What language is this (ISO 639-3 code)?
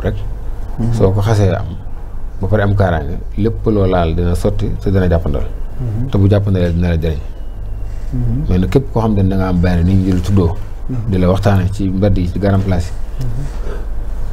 wol